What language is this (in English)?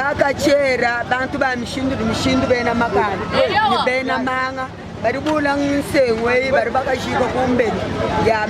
Luba-Lulua